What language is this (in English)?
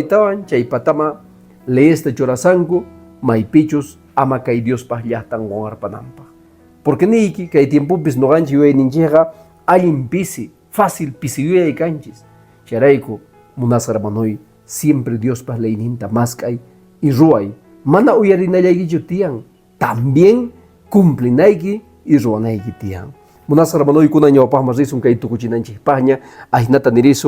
Quechua